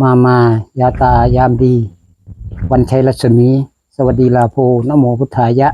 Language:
Northeastern Thai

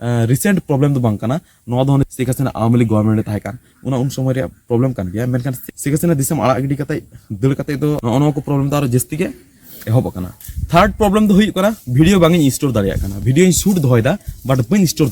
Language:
Santali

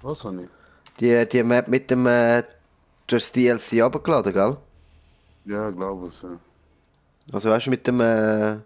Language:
Swiss German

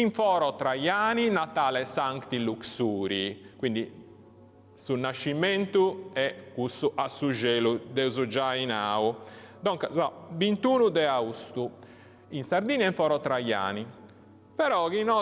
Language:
Sardinian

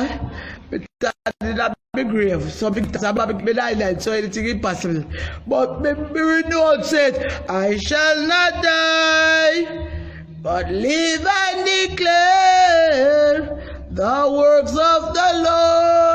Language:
Jamaican Creole English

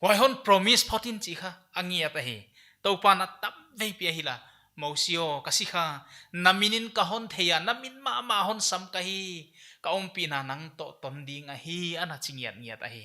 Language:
Paite Chin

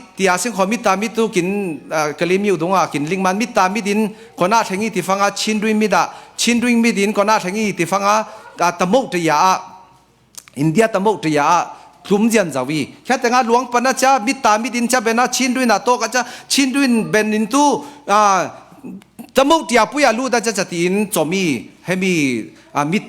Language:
Falam Chin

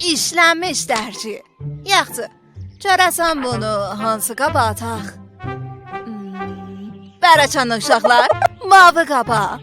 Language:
South Azerbaijani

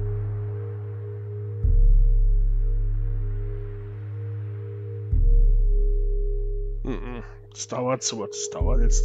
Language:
German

